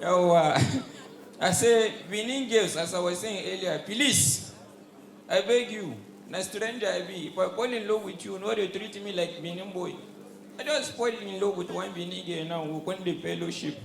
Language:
Nigerian Pidgin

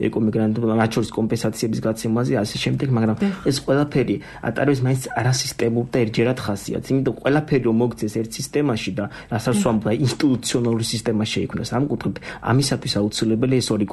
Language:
Georgian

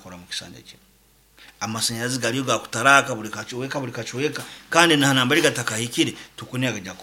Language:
Nyoro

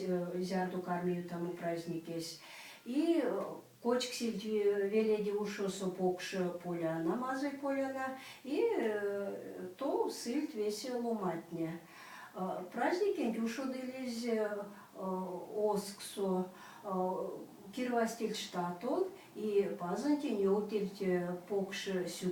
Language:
Erzya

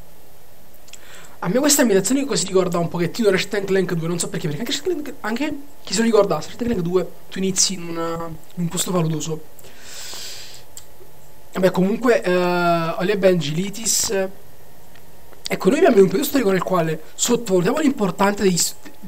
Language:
Italian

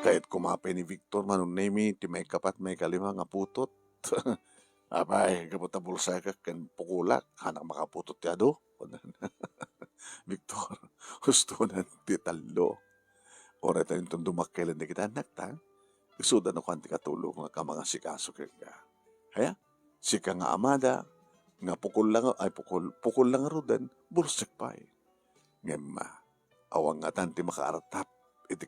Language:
Iloko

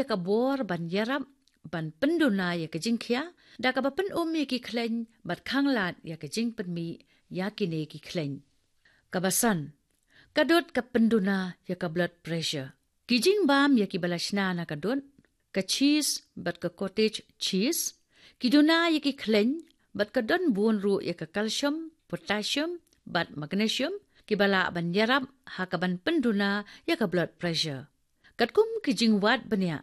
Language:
Khasi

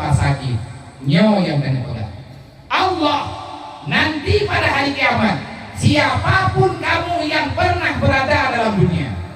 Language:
Achinese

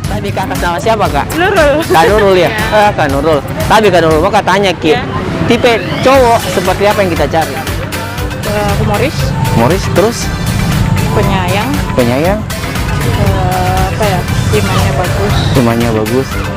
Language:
Makassar Malay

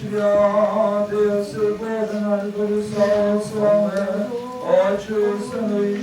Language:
Rusyn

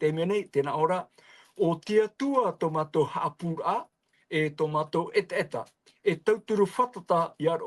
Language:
Tahitian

